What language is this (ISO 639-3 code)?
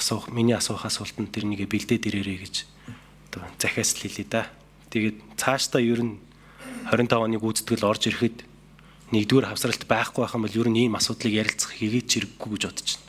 mon